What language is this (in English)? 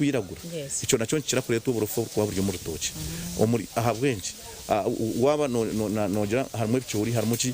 Nyankole